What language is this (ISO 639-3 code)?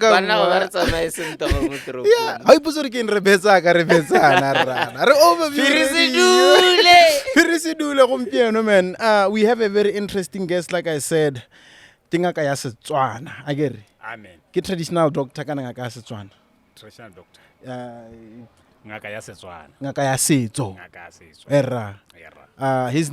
tsn